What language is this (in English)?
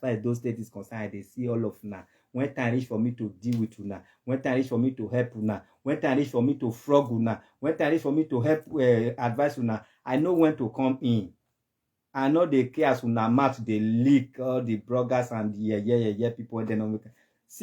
Nigerian Pidgin